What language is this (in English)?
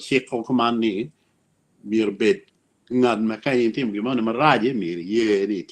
Acoli